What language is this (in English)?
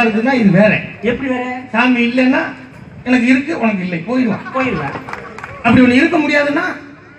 Tamil